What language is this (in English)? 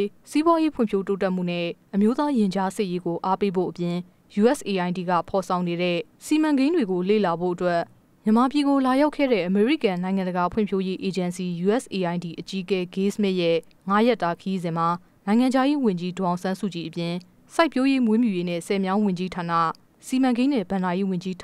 Burmese